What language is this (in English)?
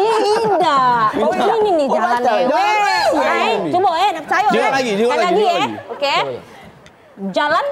Musi